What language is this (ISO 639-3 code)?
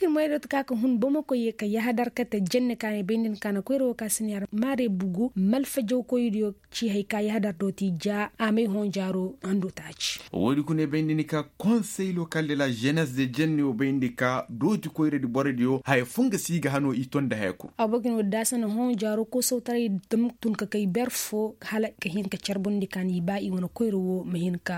ses